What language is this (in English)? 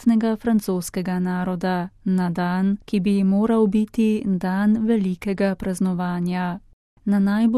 Slovenian